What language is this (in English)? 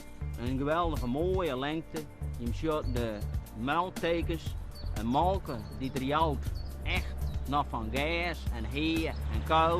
Western Frisian